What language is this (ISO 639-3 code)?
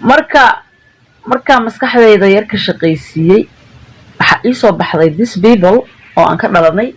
som